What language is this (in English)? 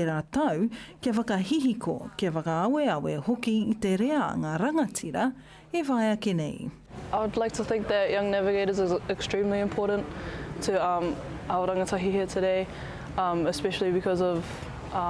Māori